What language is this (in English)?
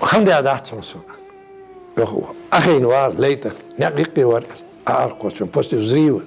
Ingush